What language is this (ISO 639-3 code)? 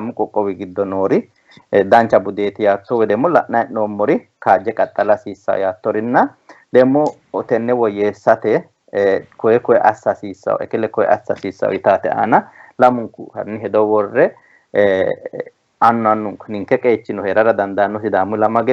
sid